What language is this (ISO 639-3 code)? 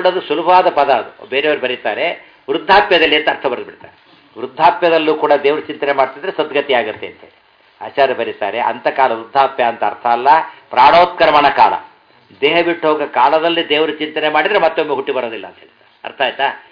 kan